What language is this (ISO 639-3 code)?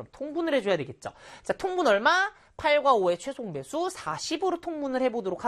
kor